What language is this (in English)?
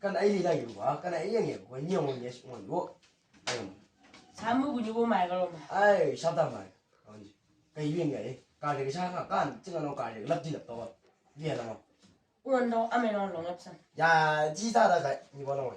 Chang Naga